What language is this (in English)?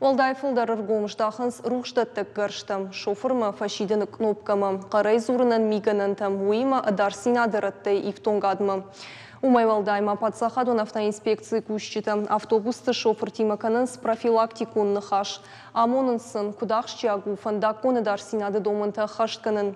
Ossetic